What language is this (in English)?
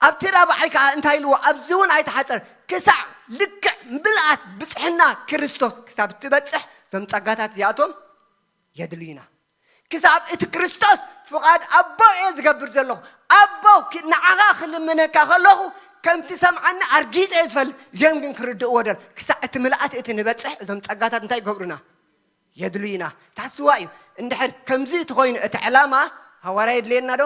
Tigrinya